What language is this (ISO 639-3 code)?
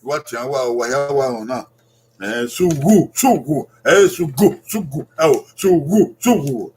bin